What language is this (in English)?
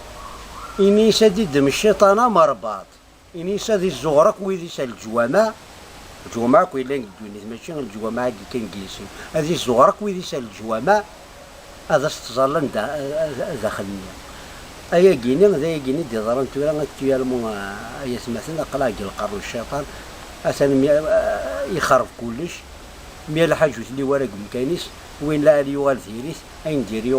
Kabyle